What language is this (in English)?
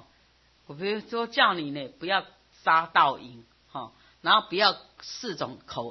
Chinese